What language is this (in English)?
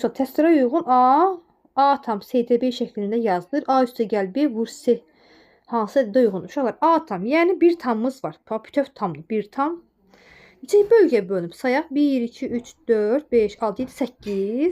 Azerbaijani